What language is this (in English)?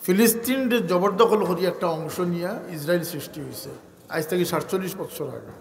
Sylheti